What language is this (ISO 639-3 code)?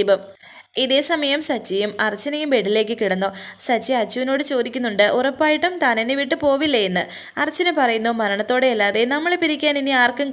mal